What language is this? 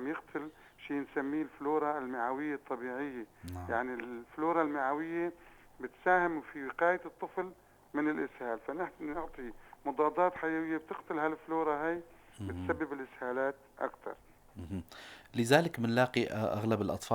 North Levantine Arabic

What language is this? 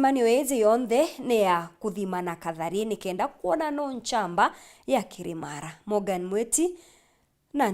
Meru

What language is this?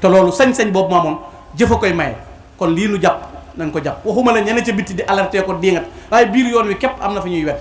Wolof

